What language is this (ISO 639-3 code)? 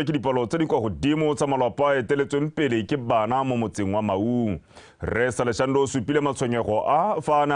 tsn